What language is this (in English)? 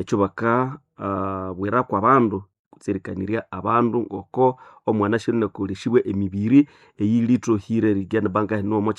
Nande